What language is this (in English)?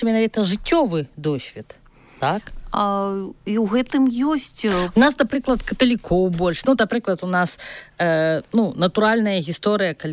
Belarusian